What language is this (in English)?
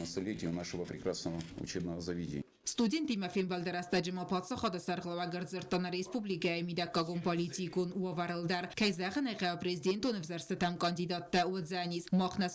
Ossetic